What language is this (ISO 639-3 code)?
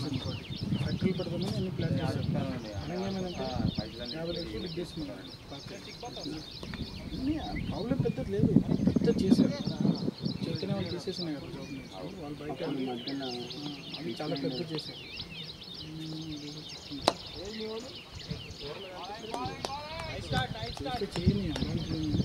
tel